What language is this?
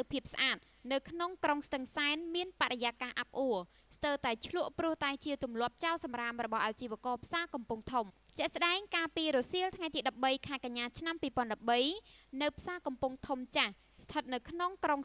Khmer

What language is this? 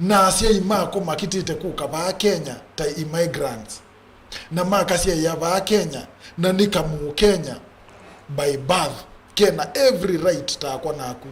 Kamba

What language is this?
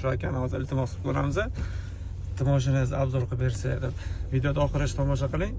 Uzbek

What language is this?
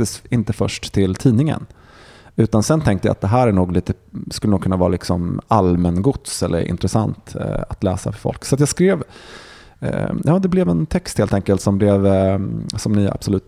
Swedish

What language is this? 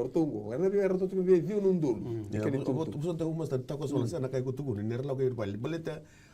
Fijian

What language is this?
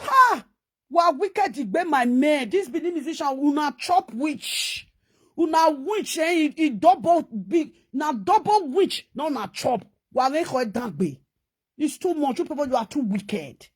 Nigerian Pidgin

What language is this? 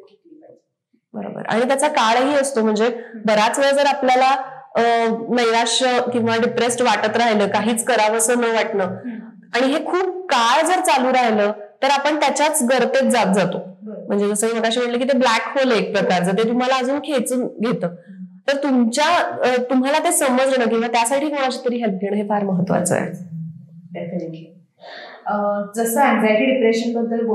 Marathi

